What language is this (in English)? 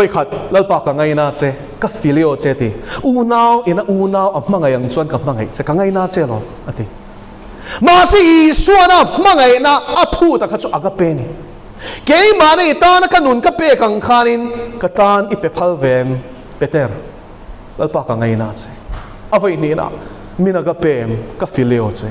Mizo